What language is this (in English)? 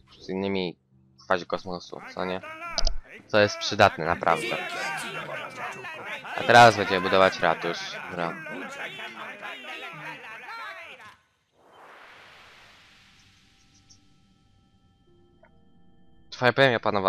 Polish